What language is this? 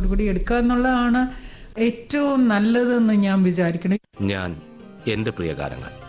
Malayalam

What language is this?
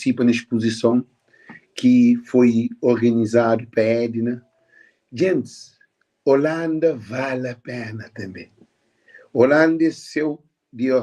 Kabuverdianu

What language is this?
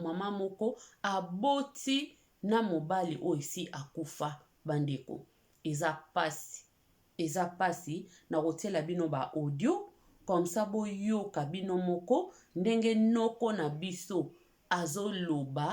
Lingala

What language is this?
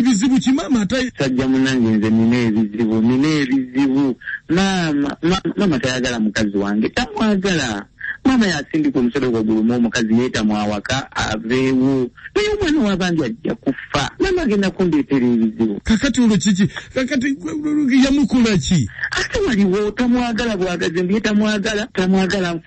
Ganda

